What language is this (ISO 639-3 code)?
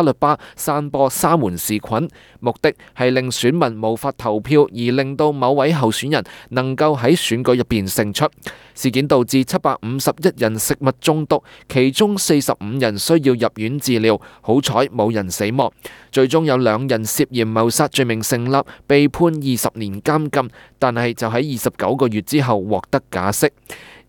yue